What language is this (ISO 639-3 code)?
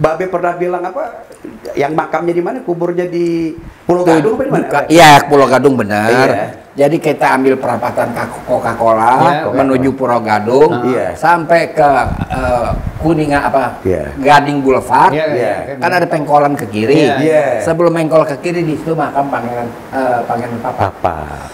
bew